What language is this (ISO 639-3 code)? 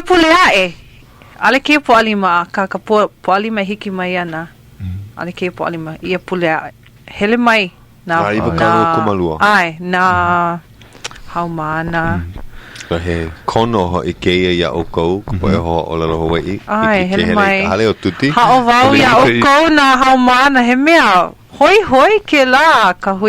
haw